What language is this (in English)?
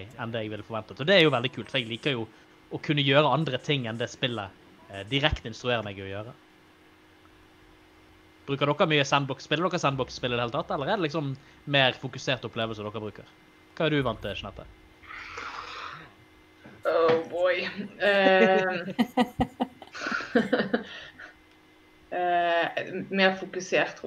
Norwegian